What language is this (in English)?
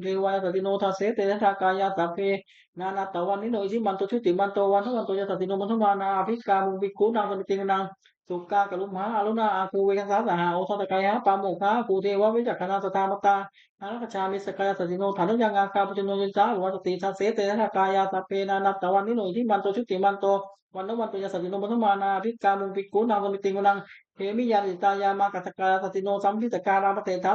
Pali